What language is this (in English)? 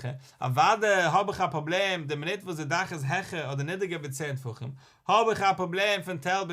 Yiddish